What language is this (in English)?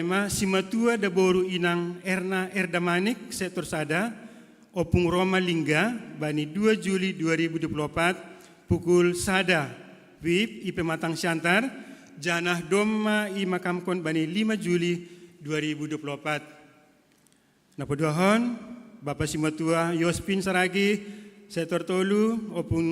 Batak Simalungun